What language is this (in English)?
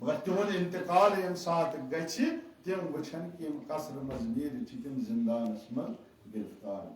Kashmiri